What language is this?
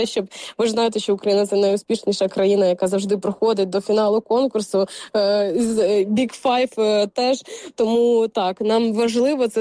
Ukrainian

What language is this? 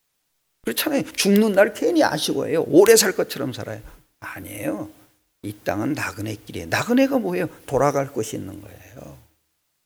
Korean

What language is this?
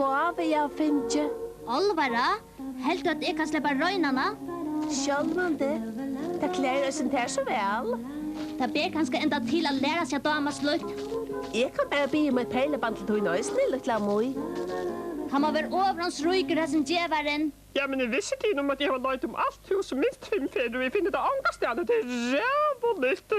Faroese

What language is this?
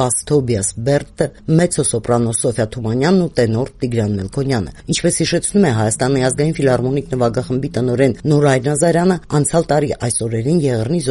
Armenian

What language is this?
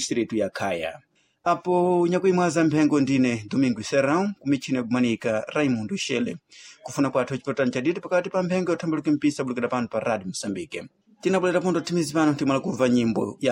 Sena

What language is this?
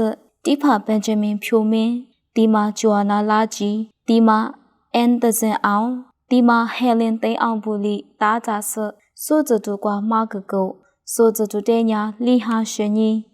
Lisu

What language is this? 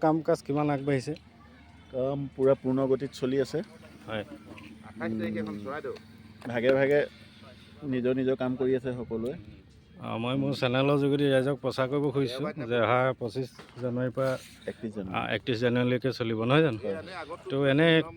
Assamese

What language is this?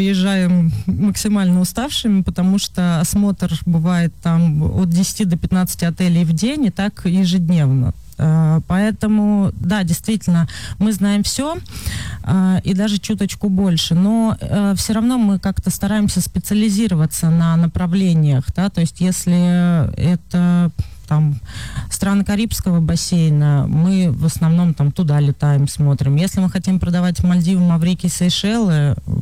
Russian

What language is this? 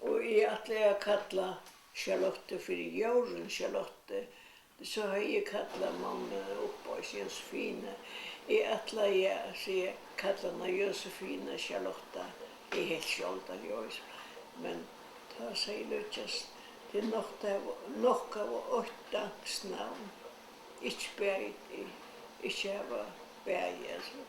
Faroese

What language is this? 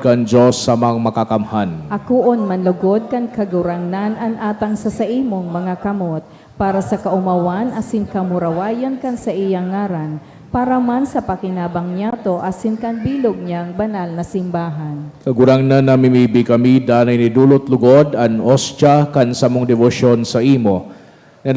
Bikol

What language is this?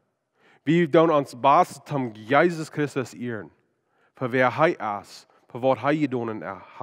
Plautdietsch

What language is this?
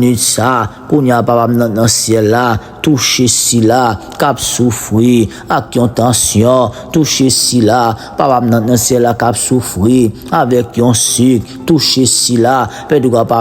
Haitian Creole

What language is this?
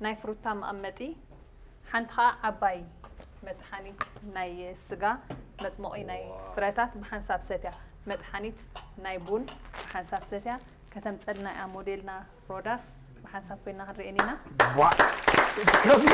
Tigrinya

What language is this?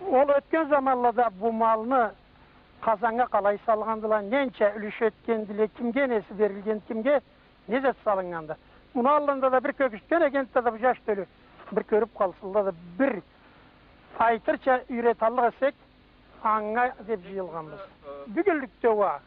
Karachay-Balkar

